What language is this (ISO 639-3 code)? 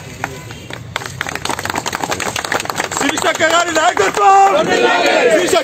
tel